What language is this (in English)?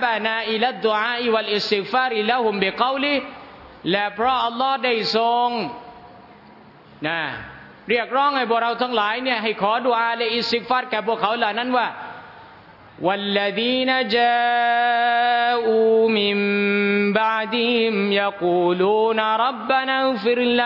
Thai